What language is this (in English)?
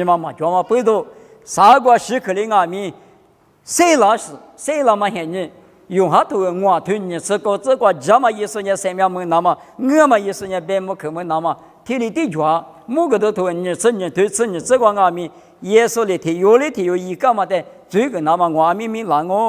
Lisu